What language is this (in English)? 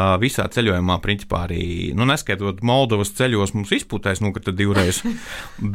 Latvian